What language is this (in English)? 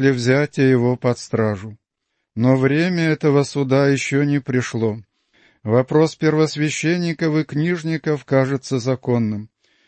Russian